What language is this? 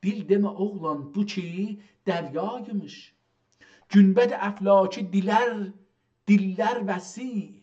South Azerbaijani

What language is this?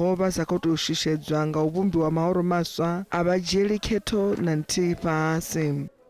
Venda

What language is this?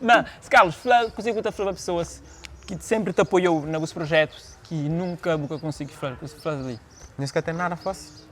Kabuverdianu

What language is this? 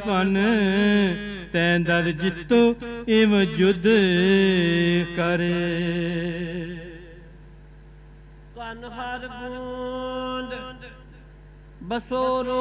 Punjabi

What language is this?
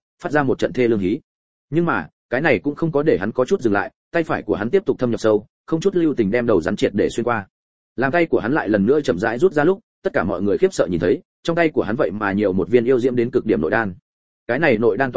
Vietnamese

